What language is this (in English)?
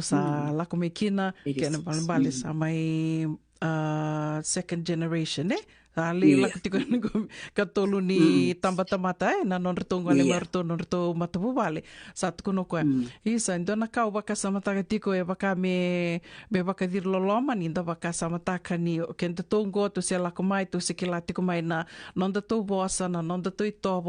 Fijian